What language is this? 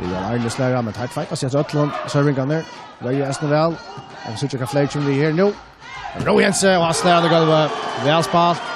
Faroese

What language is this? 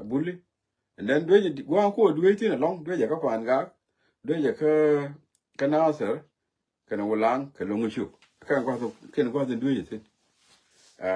Nuer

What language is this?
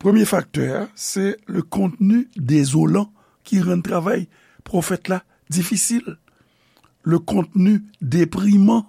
Haitian Creole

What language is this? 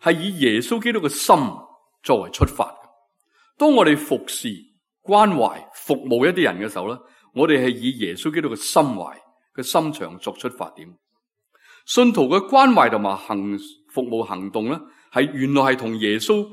Cantonese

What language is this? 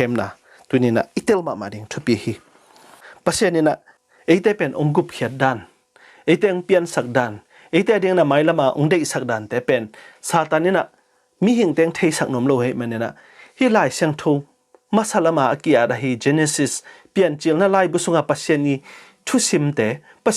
Tedim Chin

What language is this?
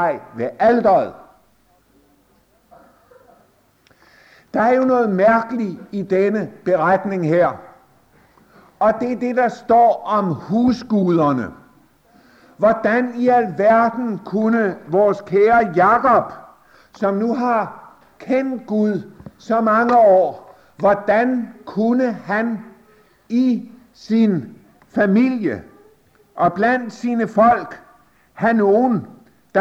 Danish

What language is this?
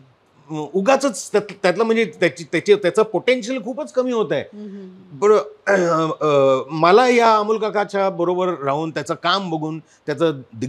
Marathi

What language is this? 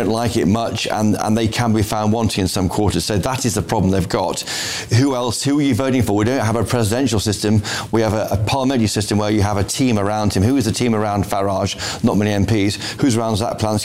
English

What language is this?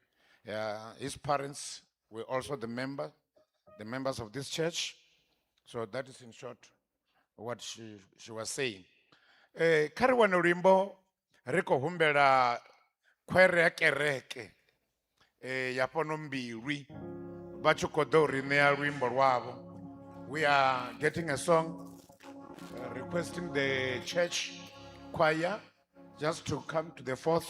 Venda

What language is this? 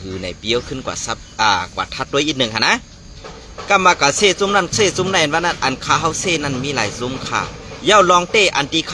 Shan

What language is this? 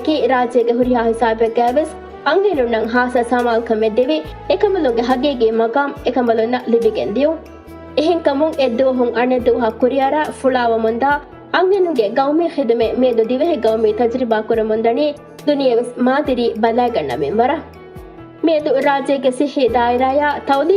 Divehi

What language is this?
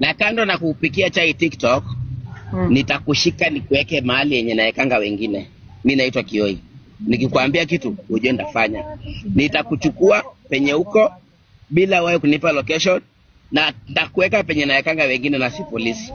Swahili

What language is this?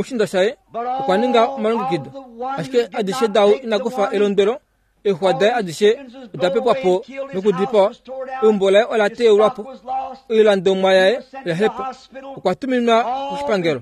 Kuanyama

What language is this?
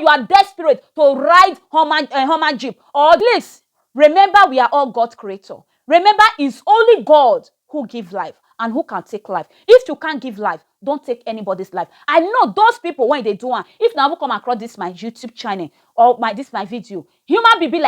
Nigerian Pidgin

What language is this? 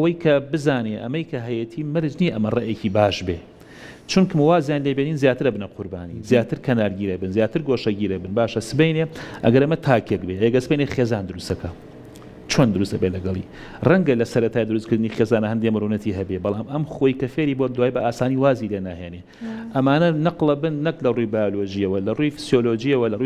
Central Kurdish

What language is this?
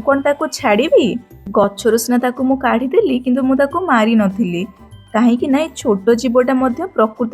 Odia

